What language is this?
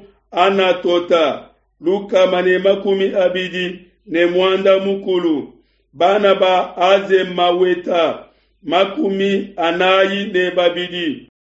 Luba-Lulua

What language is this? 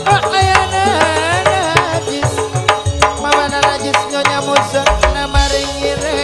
Madurese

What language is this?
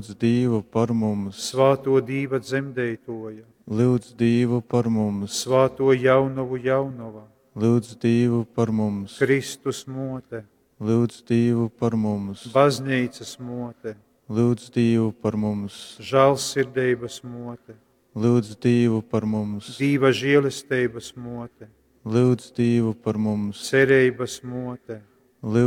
Latgalian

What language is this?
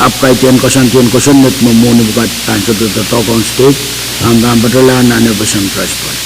Pohnpeian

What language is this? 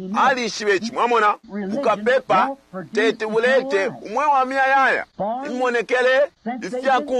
Bemba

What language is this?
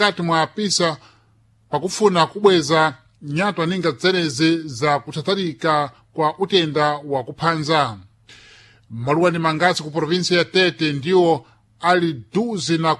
Sena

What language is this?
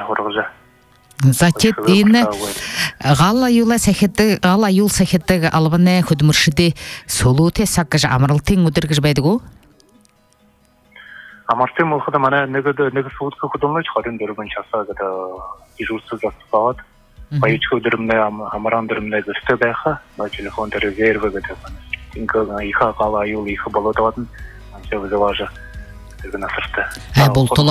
Buriat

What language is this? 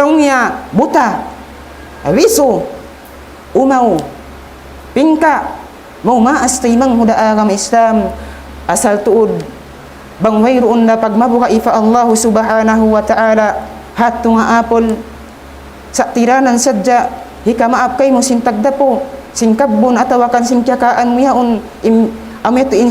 Tausug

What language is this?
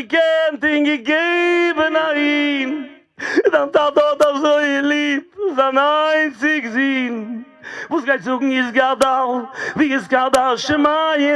Yiddish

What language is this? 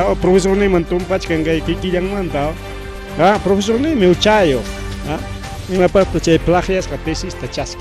Ayacucho Quechua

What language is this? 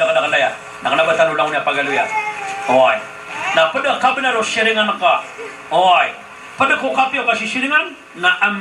Maranao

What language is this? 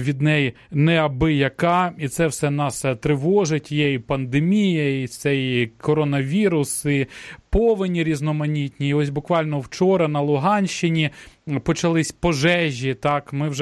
Ukrainian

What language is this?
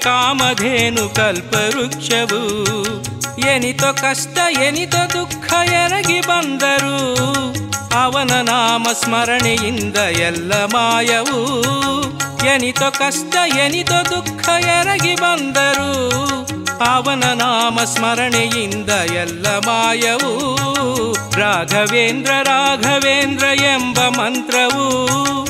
Kannada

